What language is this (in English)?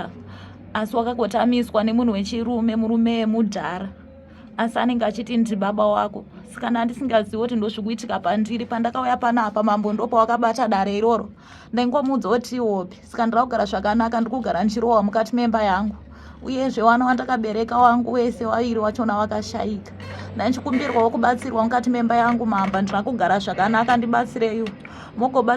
Shona